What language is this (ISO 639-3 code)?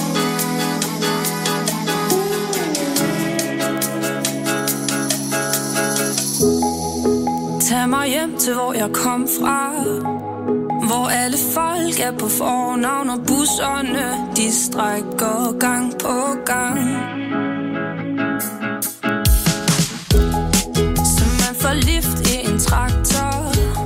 dan